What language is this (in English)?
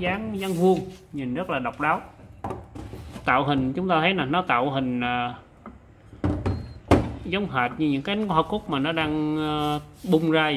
Vietnamese